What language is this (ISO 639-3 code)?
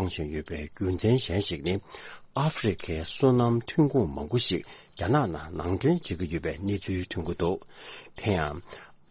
bod